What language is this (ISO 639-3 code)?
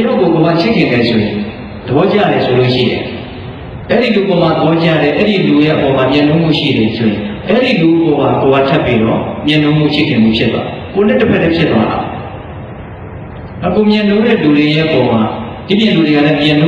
mya